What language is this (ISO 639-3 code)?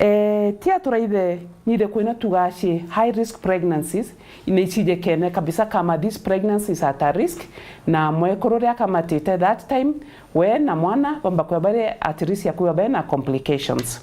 mer